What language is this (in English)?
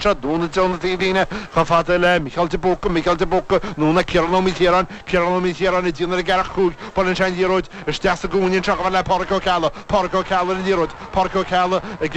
Irish